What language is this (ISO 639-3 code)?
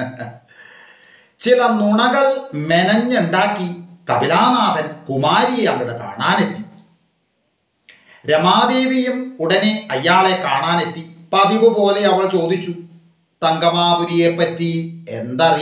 mal